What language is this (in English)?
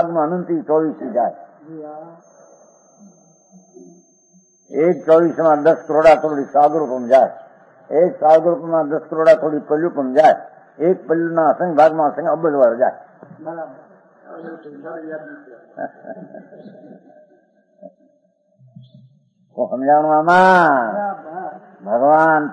Gujarati